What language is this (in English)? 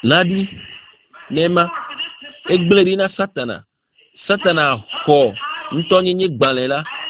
Ewe